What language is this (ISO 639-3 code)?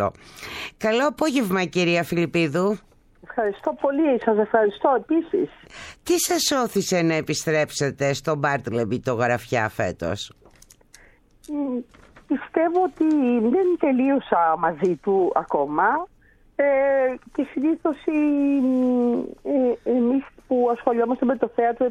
ell